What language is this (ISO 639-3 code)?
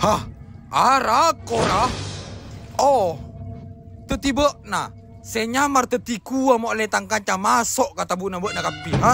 mad